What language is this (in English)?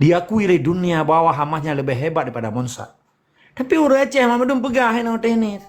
Achinese